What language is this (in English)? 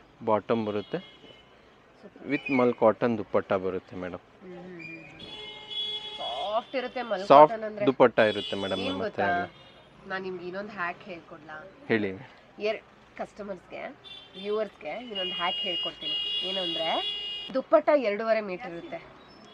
Kannada